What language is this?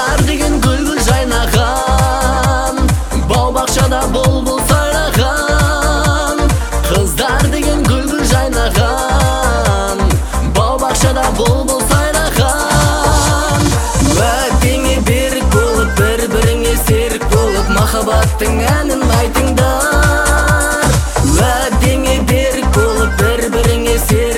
Kazakh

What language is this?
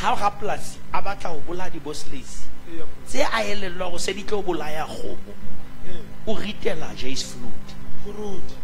Southern Sotho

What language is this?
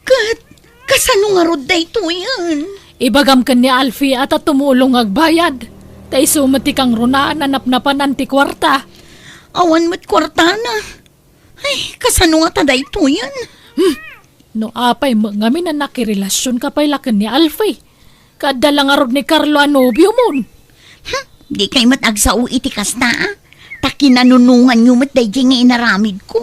Iloko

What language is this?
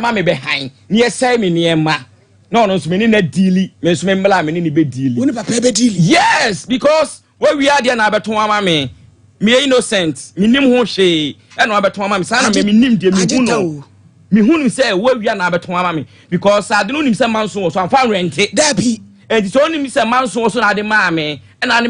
Akan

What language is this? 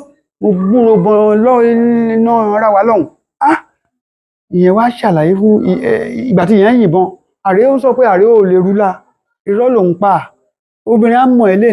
Yoruba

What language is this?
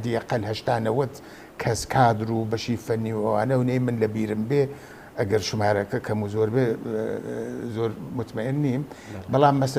Central Kurdish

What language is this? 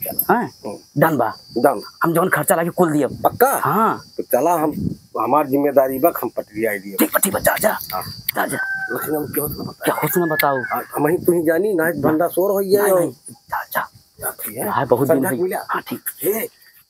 Awadhi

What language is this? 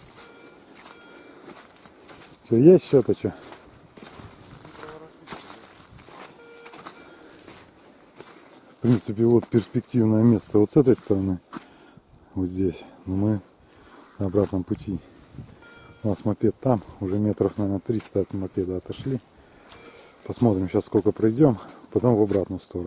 Russian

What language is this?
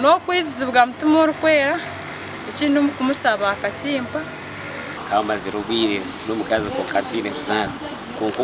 Nyankole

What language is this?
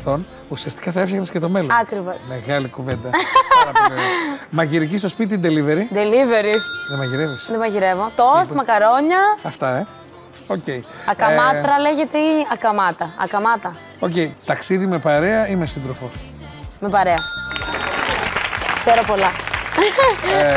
Greek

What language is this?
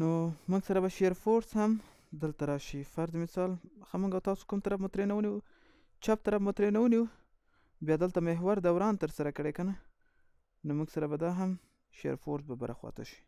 Pashto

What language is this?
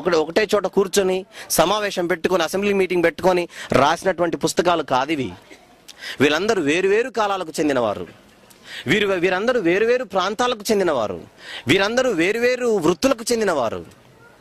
Telugu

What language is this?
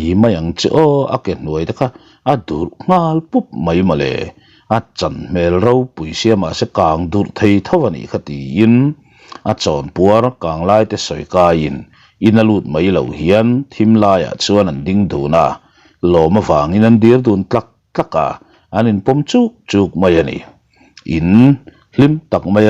Mizo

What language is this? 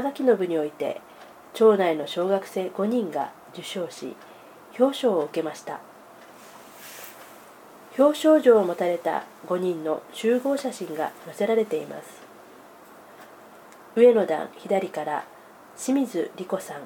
Japanese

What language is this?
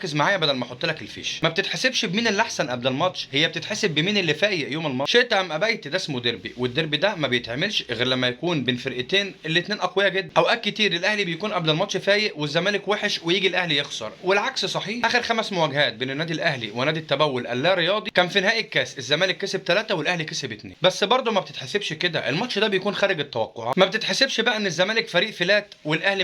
Egyptian Arabic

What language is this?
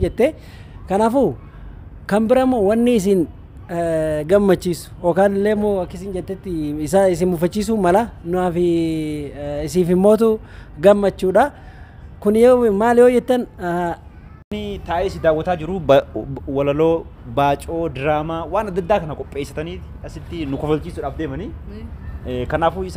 Oromo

